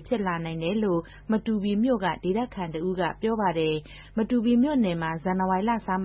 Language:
Burmese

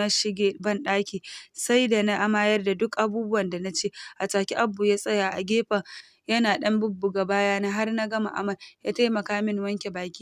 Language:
Hausa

